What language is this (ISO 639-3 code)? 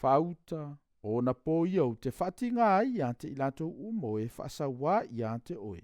smo